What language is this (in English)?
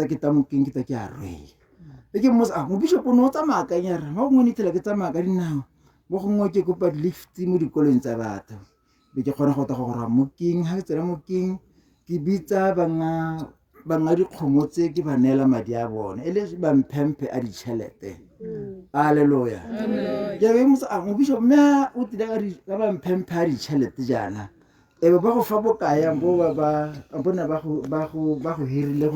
Tswana